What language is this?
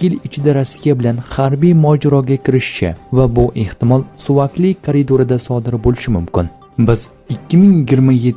Uzbek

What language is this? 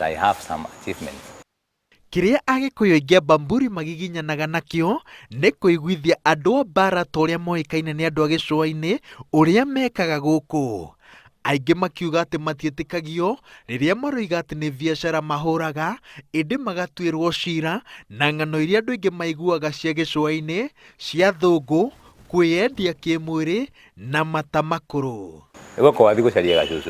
Kikuyu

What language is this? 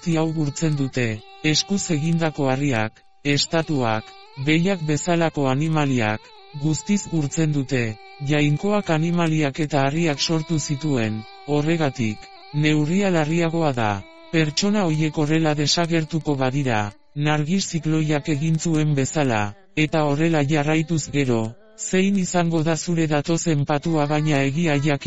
Basque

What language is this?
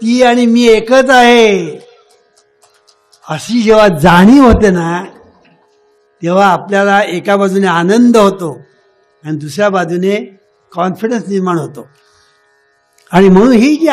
Marathi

